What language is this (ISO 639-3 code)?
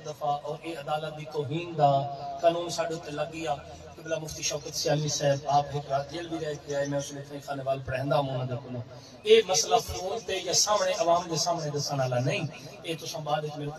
skr